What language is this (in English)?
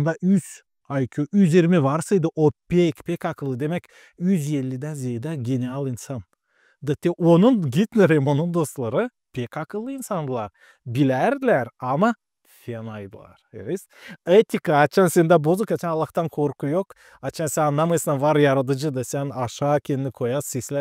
Gagauz